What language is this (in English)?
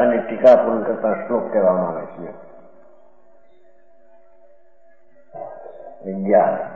Gujarati